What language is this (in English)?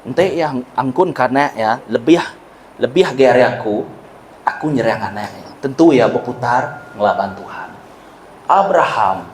Iban